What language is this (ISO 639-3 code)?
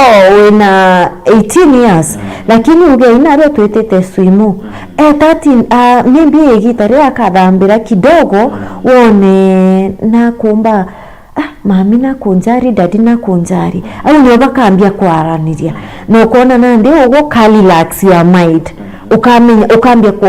mer